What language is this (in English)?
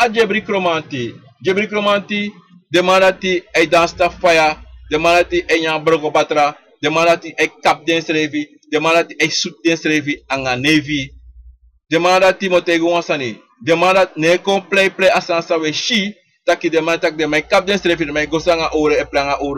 Sranan Tongo